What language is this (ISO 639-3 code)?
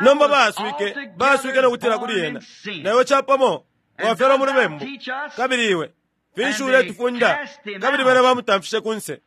bem